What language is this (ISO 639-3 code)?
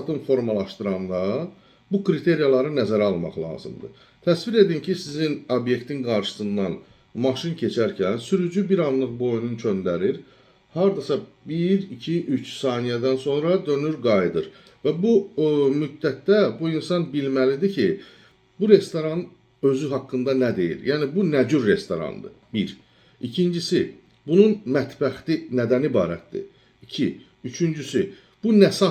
aze